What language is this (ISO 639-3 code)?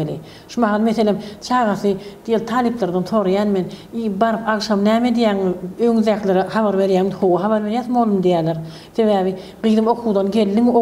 tuk